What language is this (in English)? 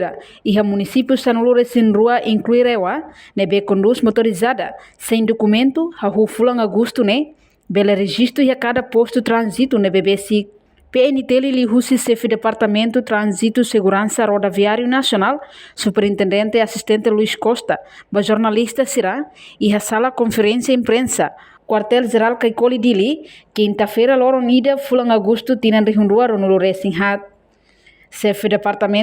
Tetum